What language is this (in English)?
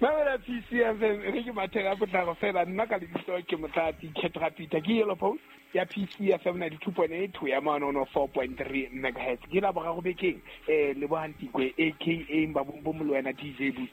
Southern Sotho